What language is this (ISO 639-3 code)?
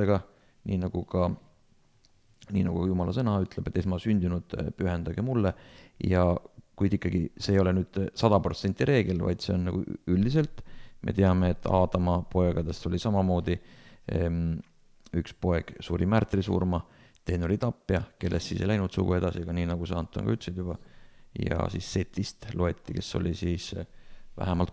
est